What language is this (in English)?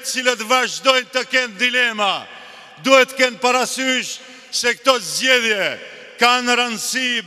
Albanian